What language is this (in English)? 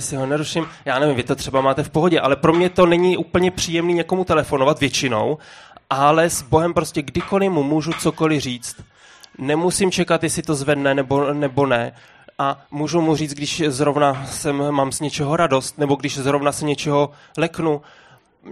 Czech